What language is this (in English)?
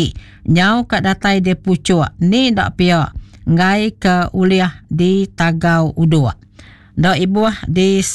Iban